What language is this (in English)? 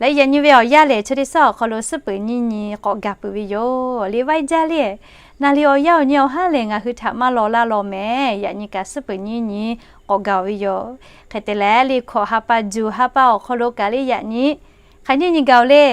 Lahu